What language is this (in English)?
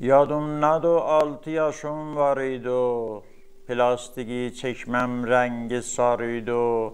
South Azerbaijani